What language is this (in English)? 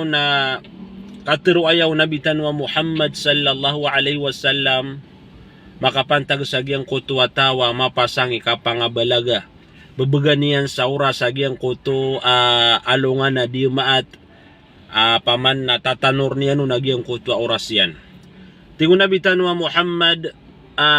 Maranao